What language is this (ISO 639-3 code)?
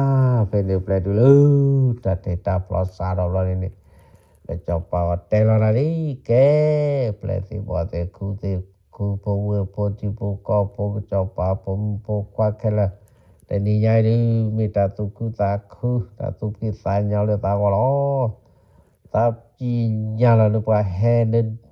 ksw